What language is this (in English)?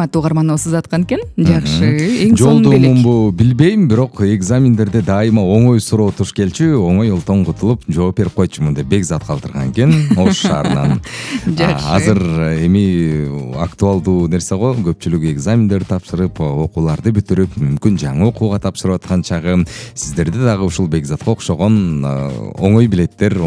Kyrgyz